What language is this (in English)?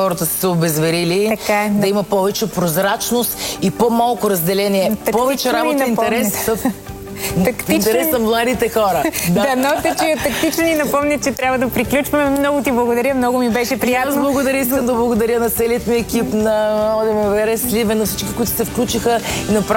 Bulgarian